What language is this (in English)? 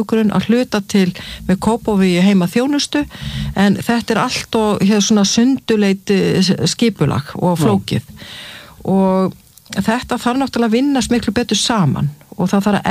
Icelandic